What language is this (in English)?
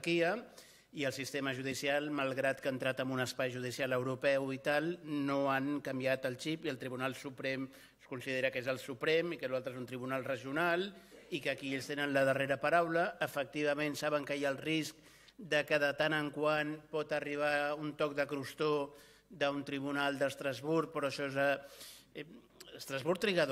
Catalan